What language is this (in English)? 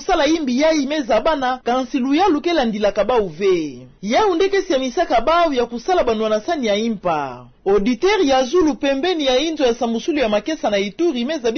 Kituba (Democratic Republic of Congo)